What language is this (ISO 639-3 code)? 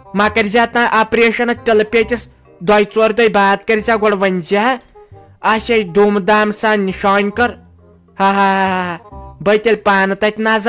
kas